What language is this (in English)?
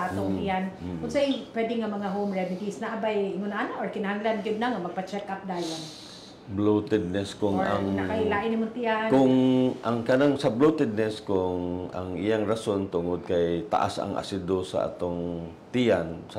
Cebuano